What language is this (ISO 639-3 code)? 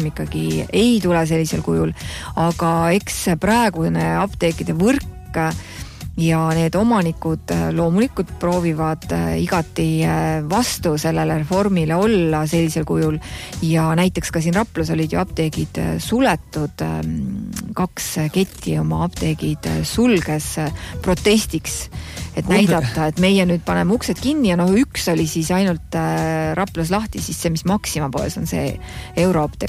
est